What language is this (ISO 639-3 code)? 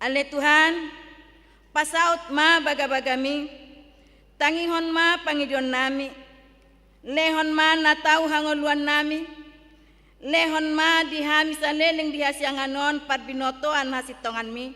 bbc